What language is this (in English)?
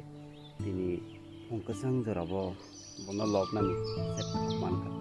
Kok Borok